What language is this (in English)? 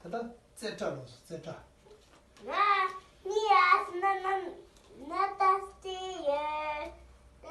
Tibetan